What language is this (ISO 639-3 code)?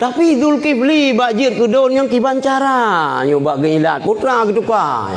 ace